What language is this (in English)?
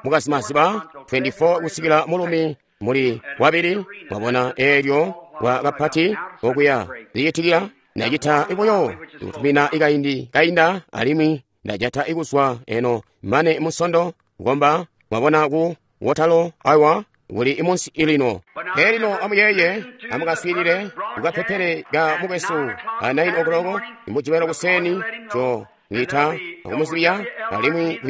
Tonga (Zambia)